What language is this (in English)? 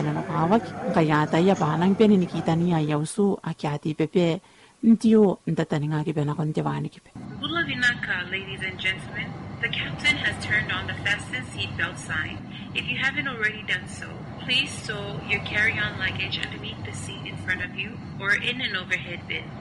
Gilbertese